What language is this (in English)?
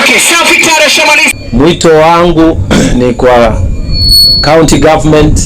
Gusii